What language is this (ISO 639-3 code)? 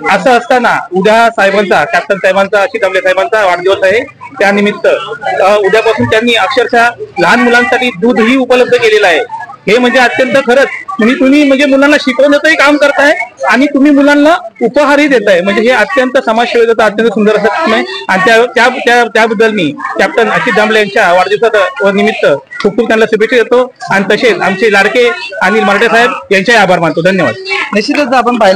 mar